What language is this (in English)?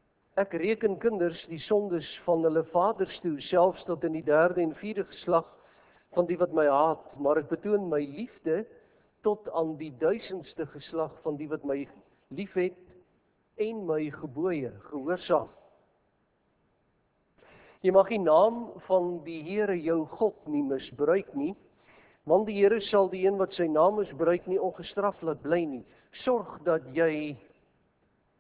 Afrikaans